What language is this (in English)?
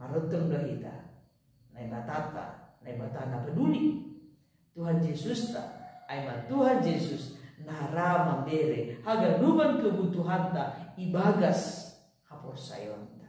Batak Simalungun